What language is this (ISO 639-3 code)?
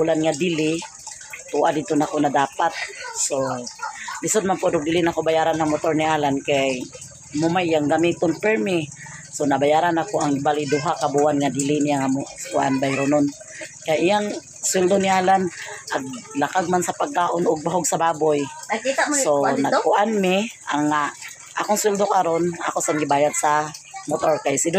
ceb